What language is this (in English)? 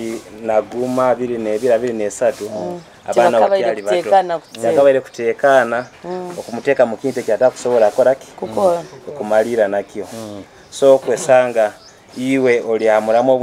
Nyoro